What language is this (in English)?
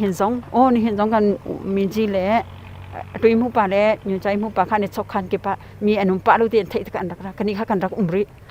Hakha Chin